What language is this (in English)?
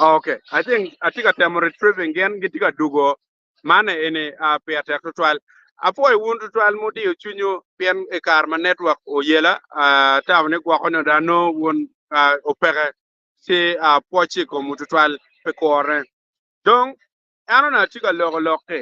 Acoli